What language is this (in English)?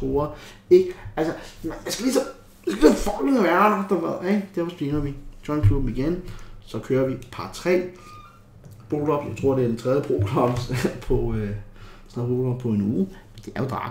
Danish